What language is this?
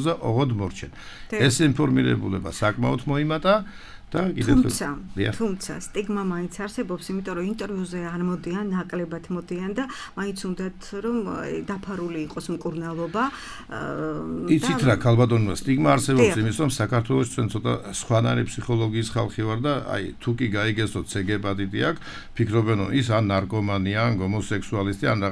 Georgian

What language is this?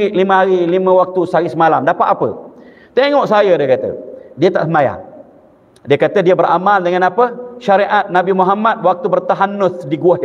Malay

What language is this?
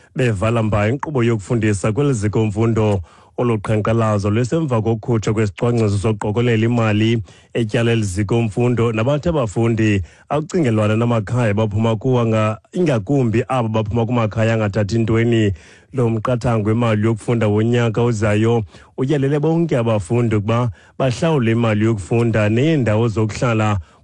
Xhosa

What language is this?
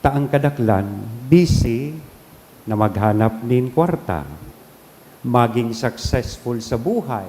Bikol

